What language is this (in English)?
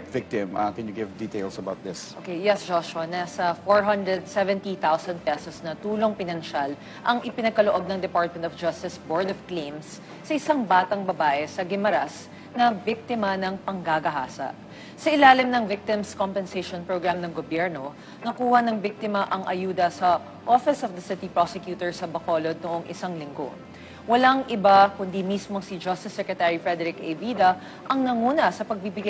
Filipino